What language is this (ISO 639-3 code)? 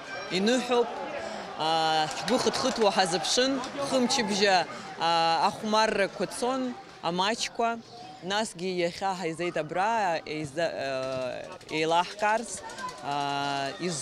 abk